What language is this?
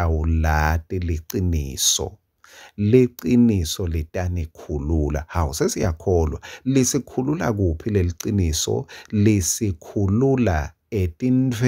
Swati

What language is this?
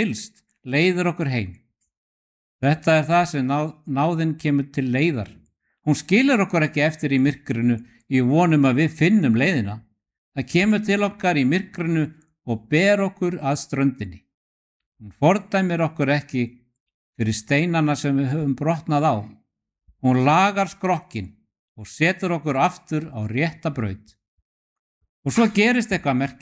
Icelandic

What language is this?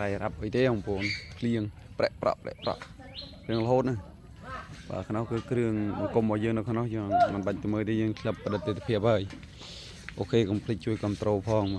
Khmer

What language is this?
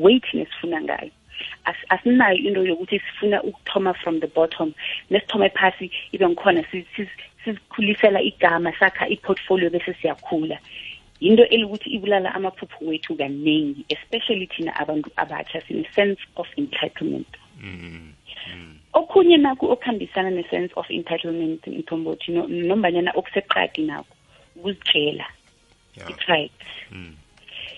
South Ndebele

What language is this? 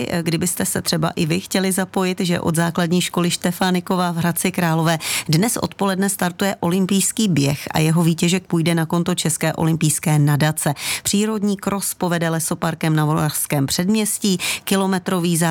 Czech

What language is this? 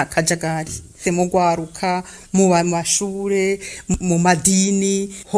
Rundi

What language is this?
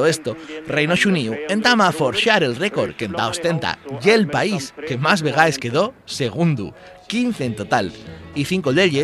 Asturian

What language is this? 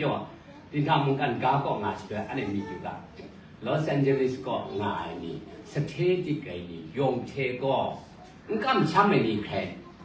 Kachin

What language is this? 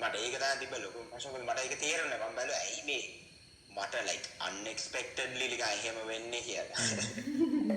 Sinhala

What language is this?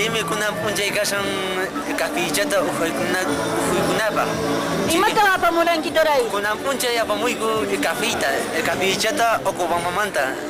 Quechua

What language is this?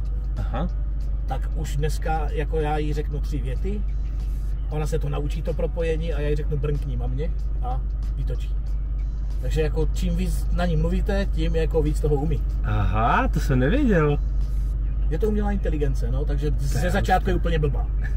Czech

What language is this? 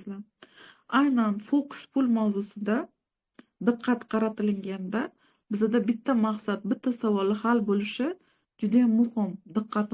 Uzbek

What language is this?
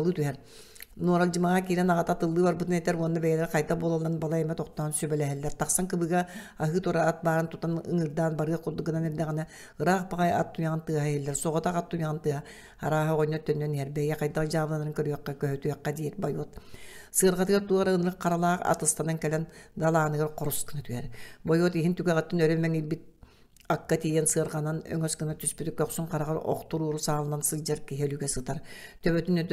Yakut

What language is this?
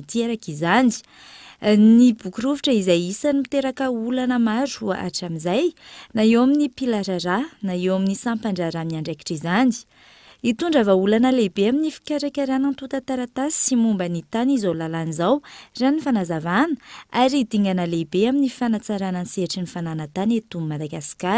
Malagasy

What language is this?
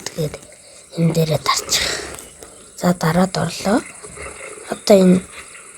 Mongolian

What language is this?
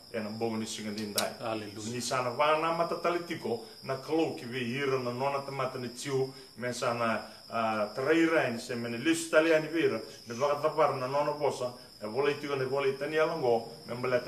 Fijian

